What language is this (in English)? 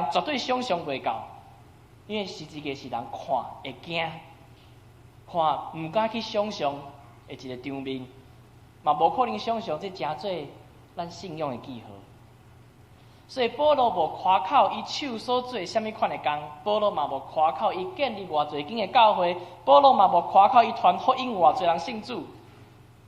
Min Nan Chinese